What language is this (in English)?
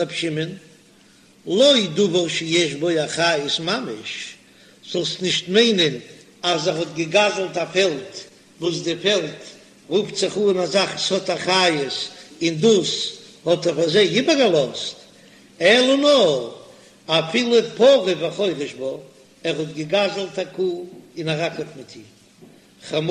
Yiddish